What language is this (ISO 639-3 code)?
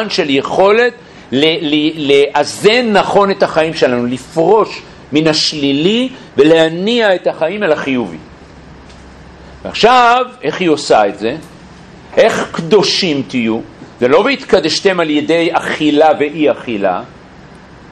heb